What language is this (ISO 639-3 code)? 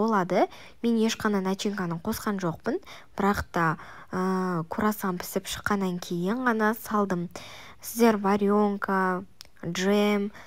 kaz